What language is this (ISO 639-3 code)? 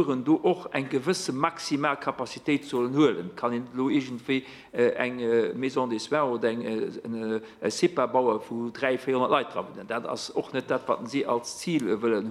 ltz